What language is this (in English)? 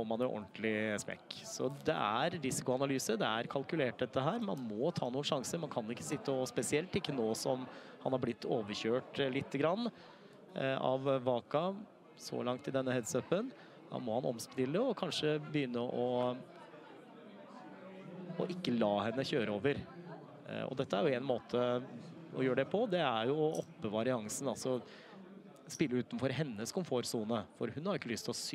Norwegian